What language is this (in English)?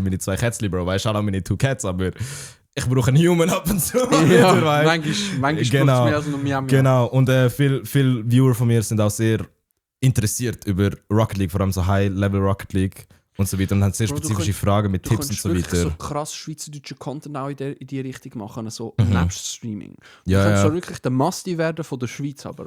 Swiss German